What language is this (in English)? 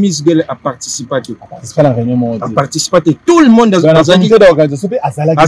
Lingala